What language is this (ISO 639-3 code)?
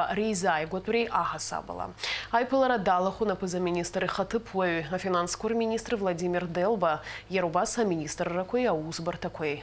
abk